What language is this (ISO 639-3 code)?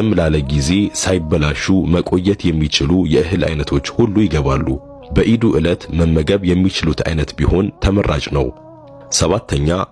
amh